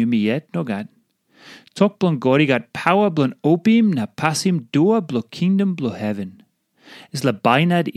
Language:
Tok Pisin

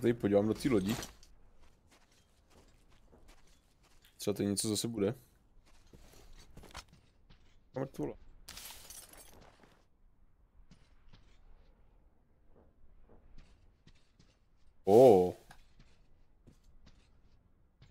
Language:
Czech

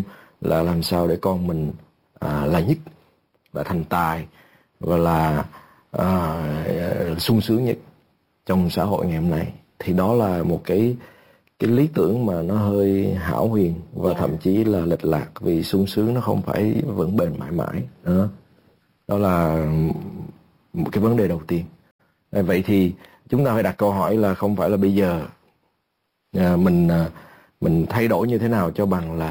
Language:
Vietnamese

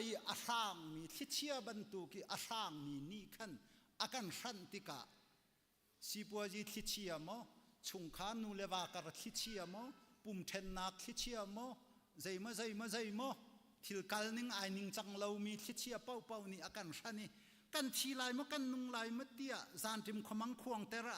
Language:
Hakha Chin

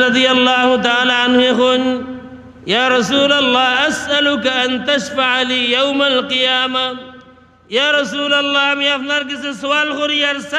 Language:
Sylheti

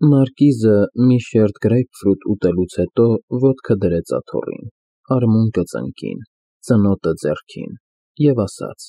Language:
Armenian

